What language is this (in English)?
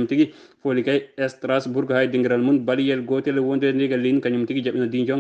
Fula